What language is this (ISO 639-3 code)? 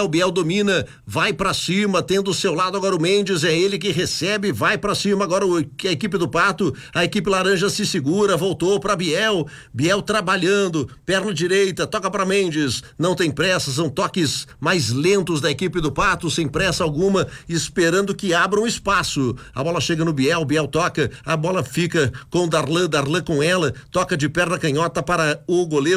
por